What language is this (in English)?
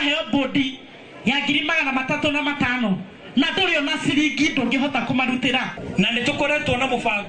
Kikuyu